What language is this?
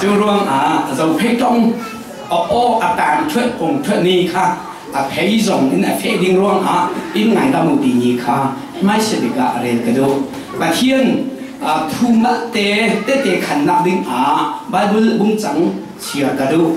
Falam Chin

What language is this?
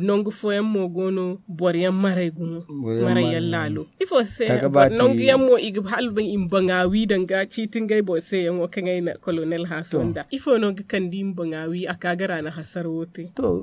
Zarma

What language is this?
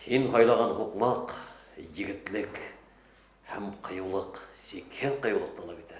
Bashkir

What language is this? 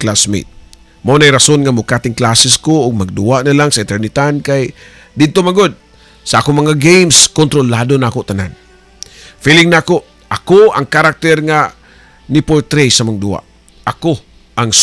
Cebuano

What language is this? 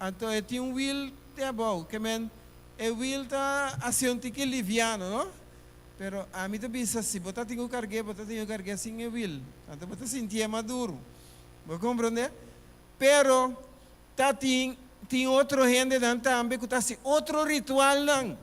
Papiamento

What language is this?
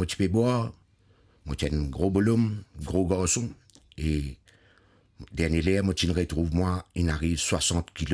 Morisyen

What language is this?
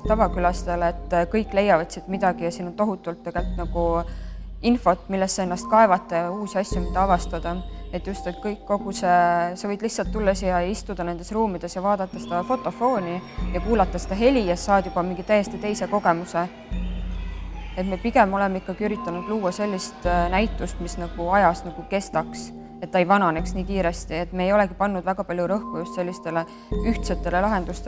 Estonian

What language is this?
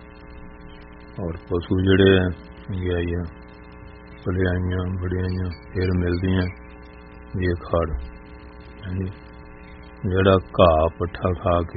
Punjabi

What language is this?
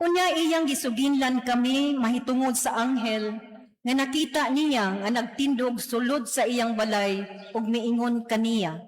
Cebuano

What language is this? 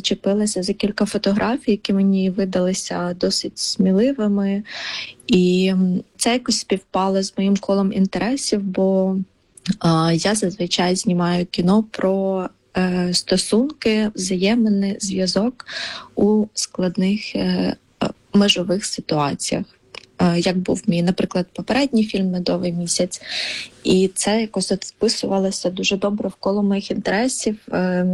Ukrainian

